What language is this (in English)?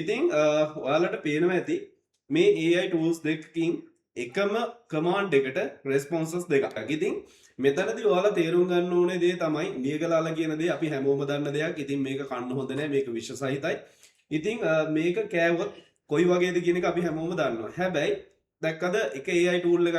Sinhala